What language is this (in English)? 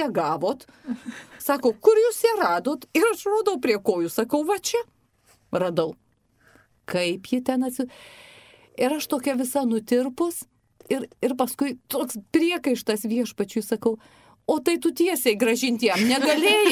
Lithuanian